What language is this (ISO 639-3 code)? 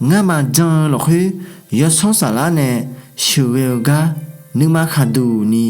ahk